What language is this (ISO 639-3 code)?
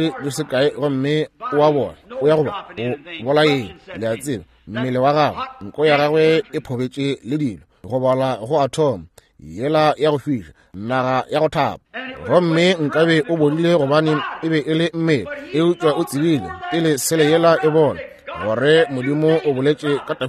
nso